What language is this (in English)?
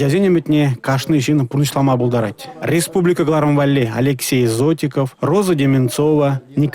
Chuvash